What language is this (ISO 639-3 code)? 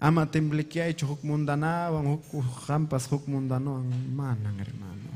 quy